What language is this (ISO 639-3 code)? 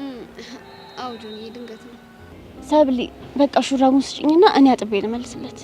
amh